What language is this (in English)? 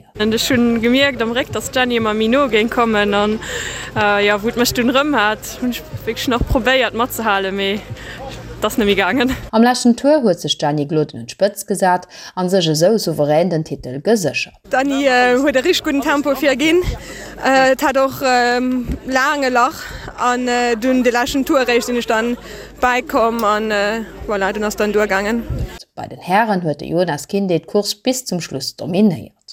Luxembourgish